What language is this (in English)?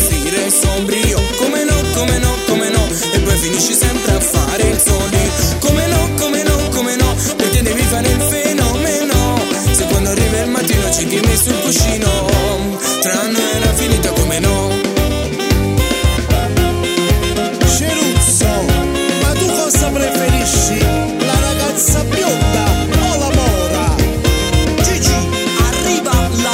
Italian